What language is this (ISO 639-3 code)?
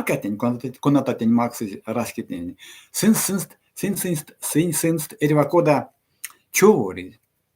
myv